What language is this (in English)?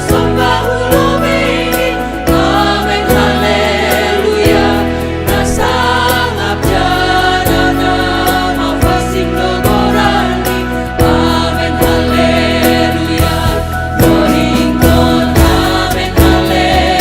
Batak Simalungun